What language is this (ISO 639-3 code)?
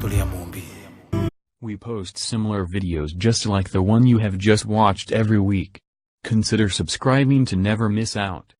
kik